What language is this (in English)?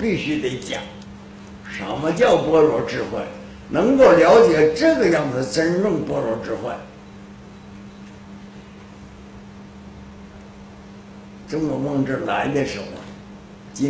Chinese